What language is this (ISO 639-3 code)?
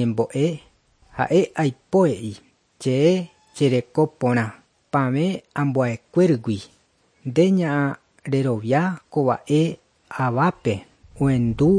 grn